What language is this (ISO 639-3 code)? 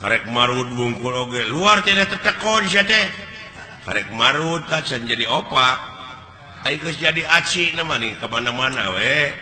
sun